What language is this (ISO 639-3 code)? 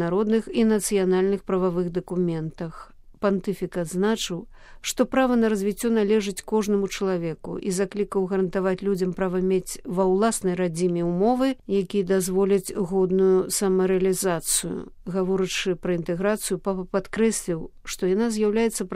bel